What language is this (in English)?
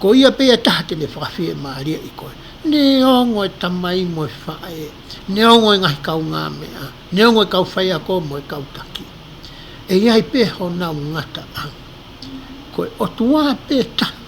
Tongan